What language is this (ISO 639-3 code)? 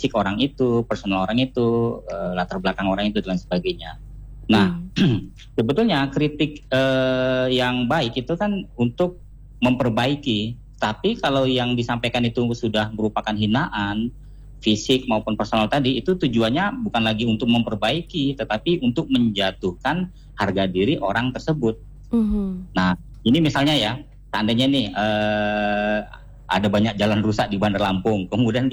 ind